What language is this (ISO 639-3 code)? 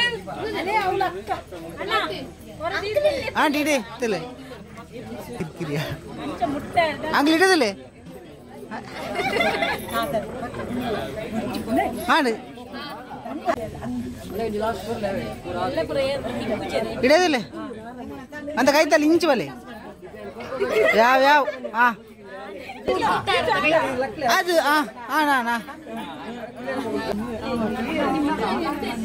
tcy